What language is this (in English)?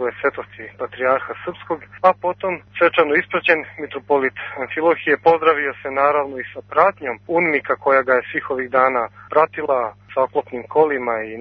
Serbian